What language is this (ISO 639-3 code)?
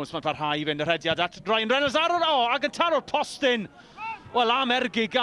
cym